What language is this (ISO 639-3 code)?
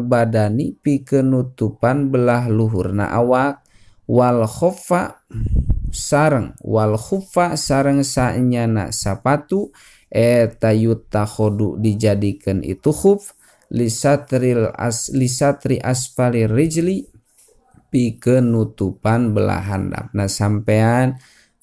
sun